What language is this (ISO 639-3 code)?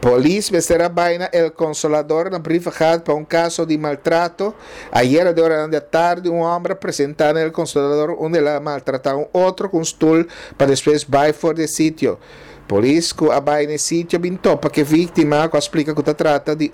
pap